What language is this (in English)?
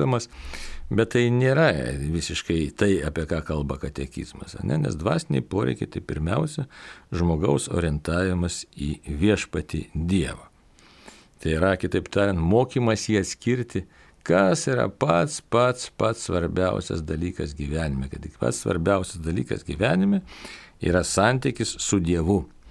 Lithuanian